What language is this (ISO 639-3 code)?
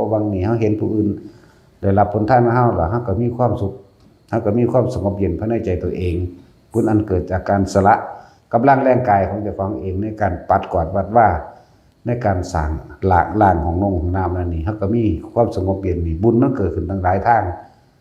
tts